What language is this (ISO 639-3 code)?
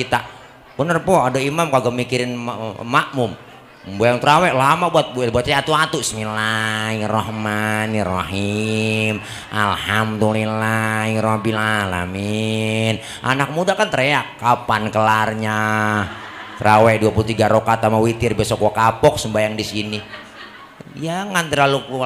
bew